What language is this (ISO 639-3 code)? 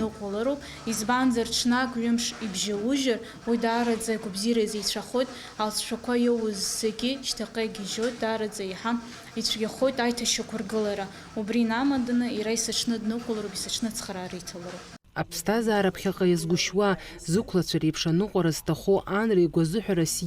abk